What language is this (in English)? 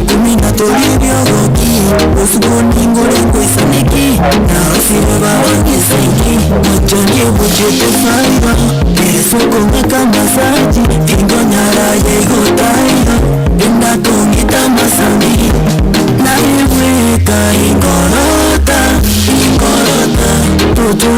Gusii